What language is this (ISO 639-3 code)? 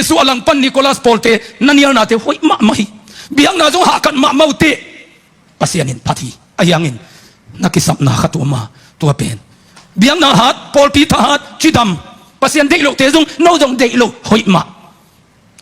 ctd